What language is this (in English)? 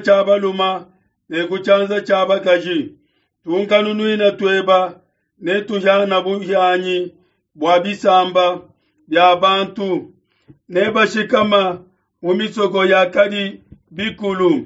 Luba-Lulua